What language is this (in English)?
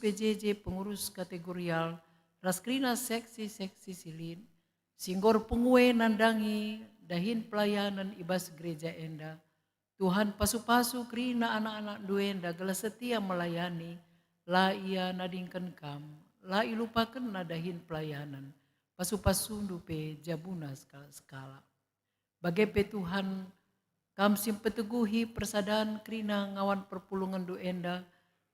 Batak Karo